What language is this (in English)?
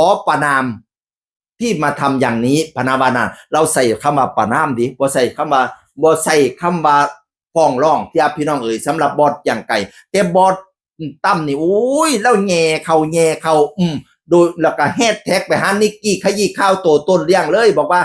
Northeastern Thai